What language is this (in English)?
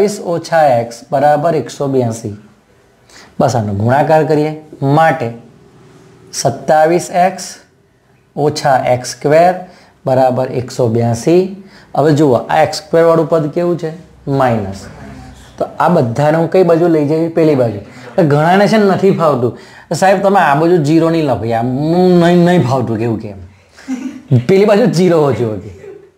Gujarati